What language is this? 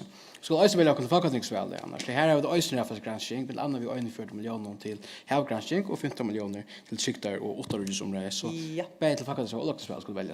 Faroese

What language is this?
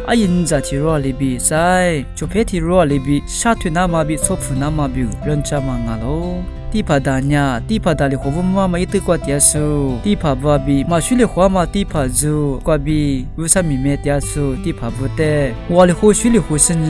Lisu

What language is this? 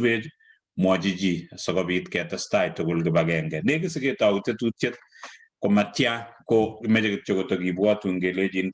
Kalenjin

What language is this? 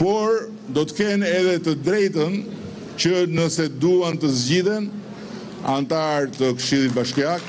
Albanian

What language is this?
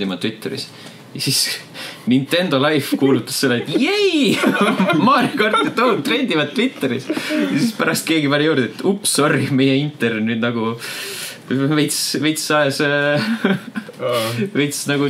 Estonian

